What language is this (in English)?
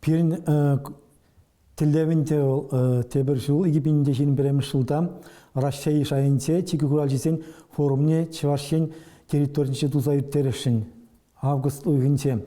Chuvash